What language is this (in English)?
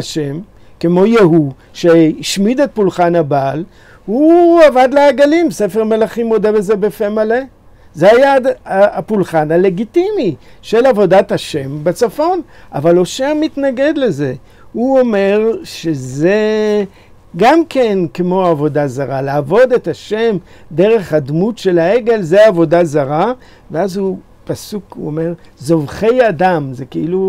Hebrew